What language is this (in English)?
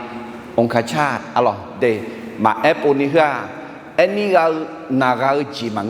Akha